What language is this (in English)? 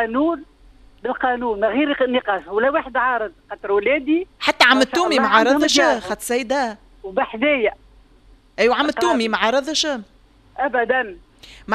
Tunisian Arabic